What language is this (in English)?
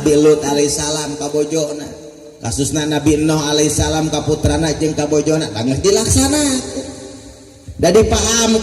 Sundanese